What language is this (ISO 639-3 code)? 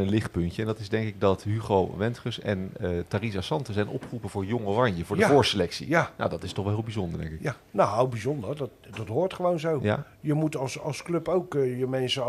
nld